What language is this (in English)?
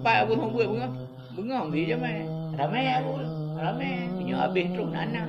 Achinese